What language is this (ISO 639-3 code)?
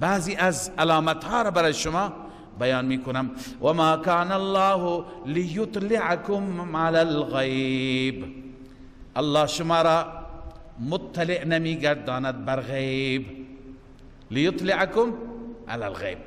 fas